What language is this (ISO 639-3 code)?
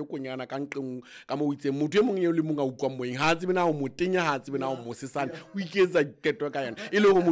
sot